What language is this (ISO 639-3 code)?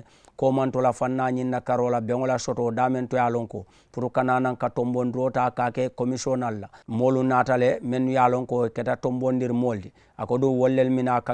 man